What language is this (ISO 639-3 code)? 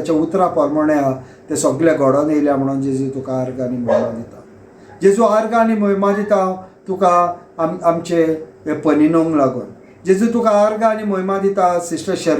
kok